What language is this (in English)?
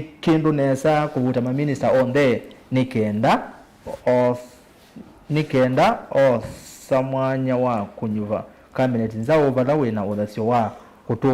Kamba